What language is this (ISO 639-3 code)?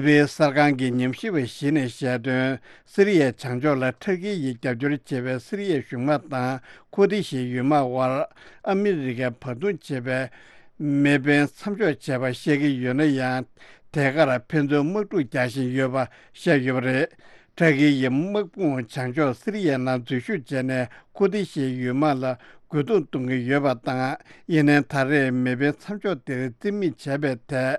bod